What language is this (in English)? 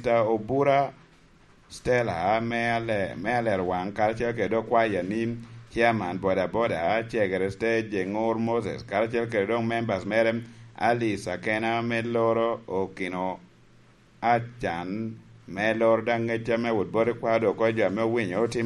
Lango (Uganda)